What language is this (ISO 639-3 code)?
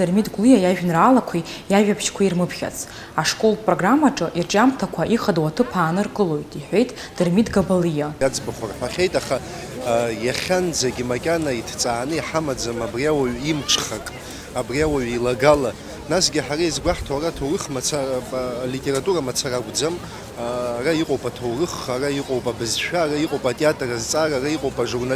abk